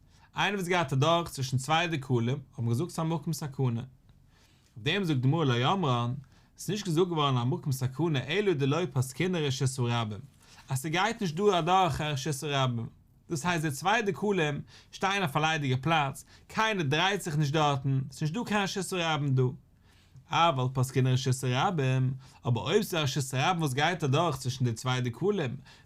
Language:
Yiddish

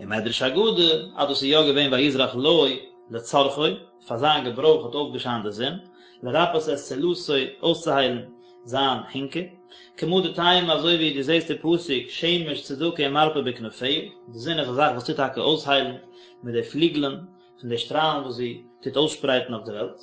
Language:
Yiddish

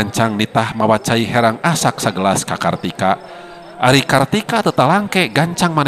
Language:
Sundanese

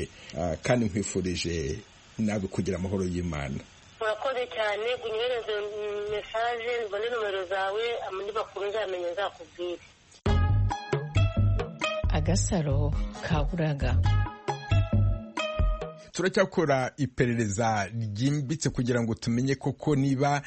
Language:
Kinyarwanda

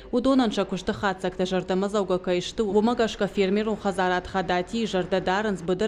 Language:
Ossetic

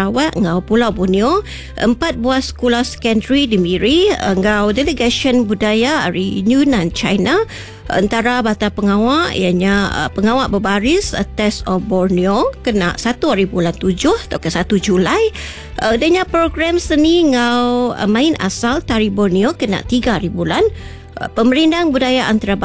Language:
Iban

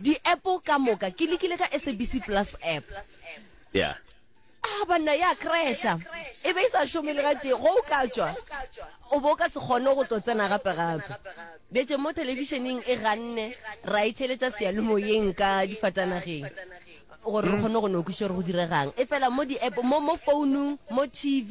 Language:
Northern Sotho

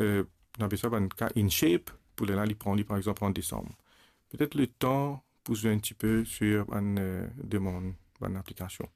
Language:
Morisyen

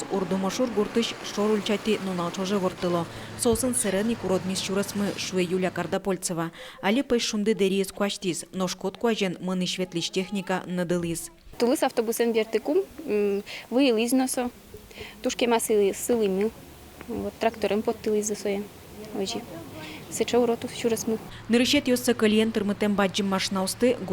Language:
Udmurt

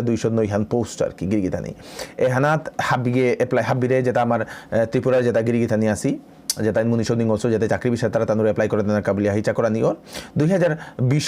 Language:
Bishnupriya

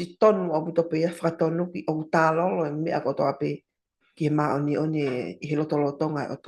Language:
Tongan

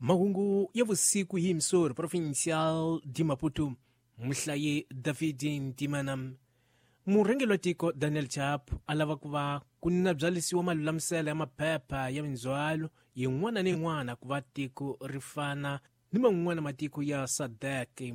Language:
Tsonga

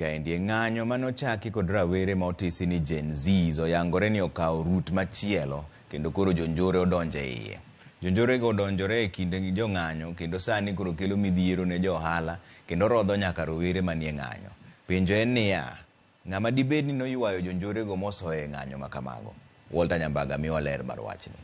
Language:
Luo (Kenya and Tanzania)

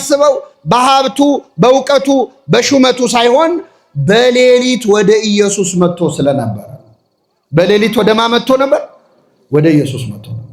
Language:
Amharic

